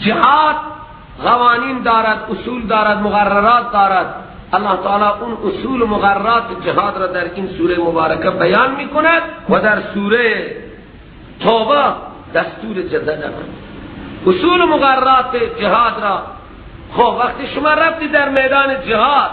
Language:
Persian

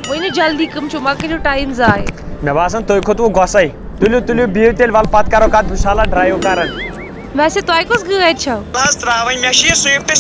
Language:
Kashmiri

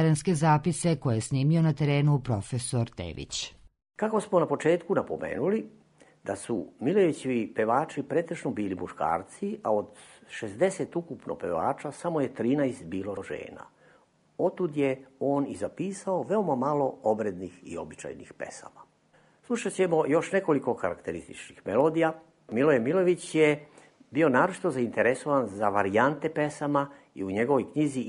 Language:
Serbian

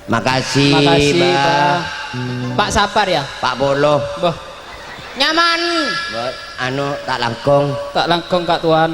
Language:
Madurese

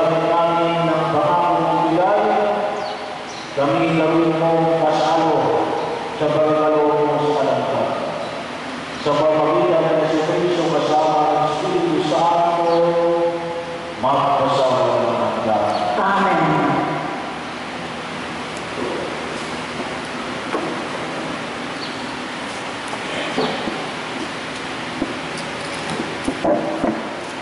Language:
Filipino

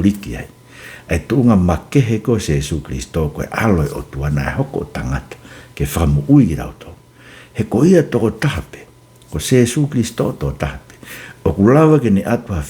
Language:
Tongan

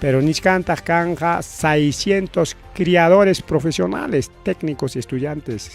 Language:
Ayacucho Quechua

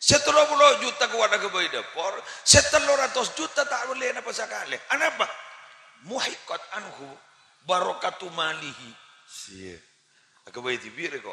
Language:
Madurese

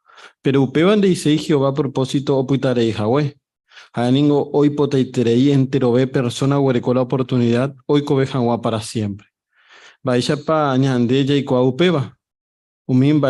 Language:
Guarani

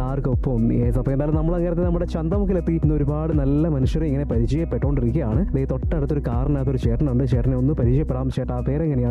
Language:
Malayalam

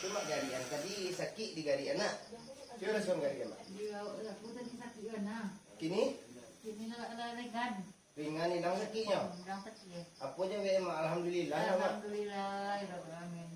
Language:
Minangkabau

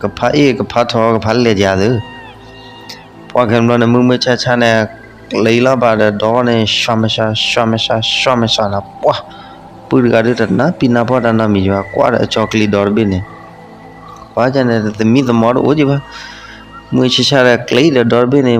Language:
S'gaw Karen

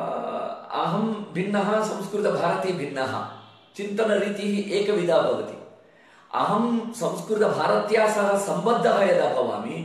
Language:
Sanskrit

